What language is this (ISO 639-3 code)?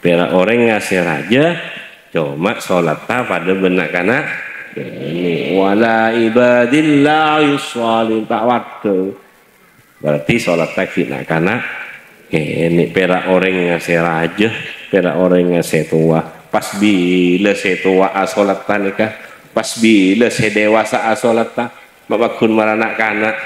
mad